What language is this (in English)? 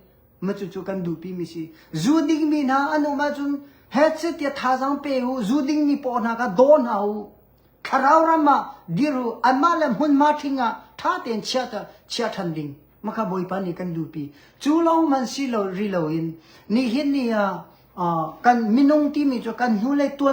Hakha Chin